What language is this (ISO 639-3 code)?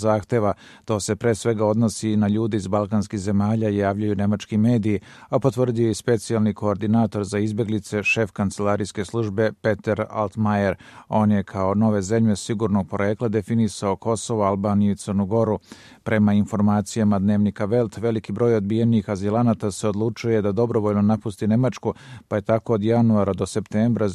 srp